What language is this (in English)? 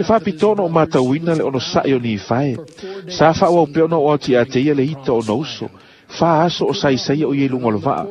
Samoan